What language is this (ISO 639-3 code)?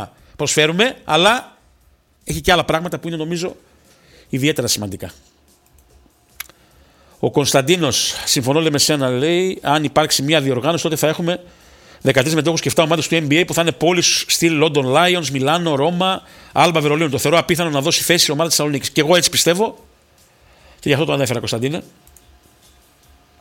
ell